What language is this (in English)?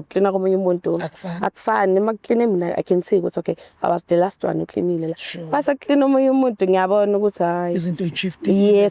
Zulu